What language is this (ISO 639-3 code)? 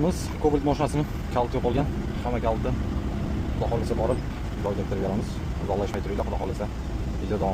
uzb